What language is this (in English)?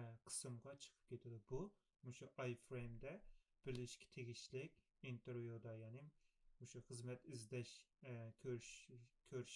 Uyghur